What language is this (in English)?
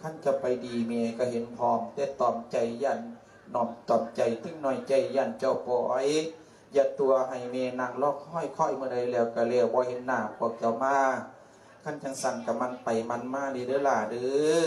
Lao